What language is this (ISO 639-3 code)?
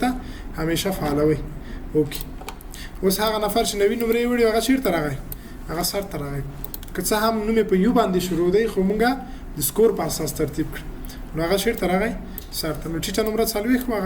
pus